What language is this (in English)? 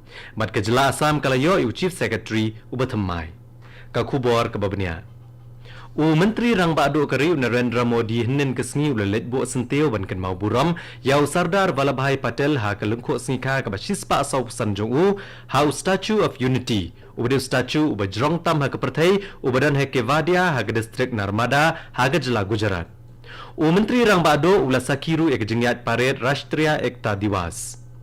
Khasi